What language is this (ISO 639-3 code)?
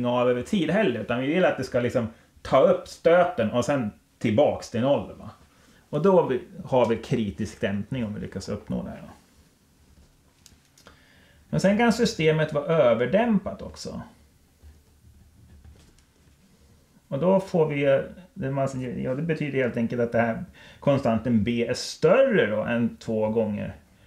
swe